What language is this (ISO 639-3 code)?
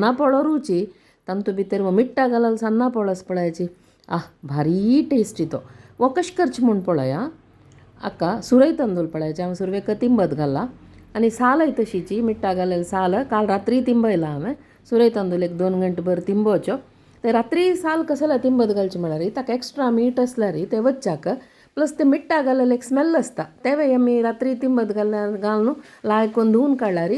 kok